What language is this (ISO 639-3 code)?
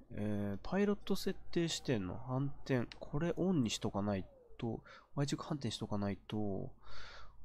jpn